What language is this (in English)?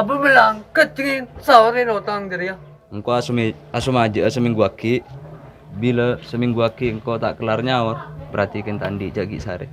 Madurese